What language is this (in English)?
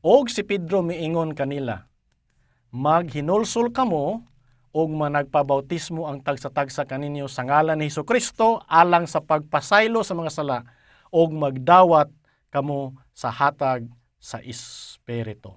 Cebuano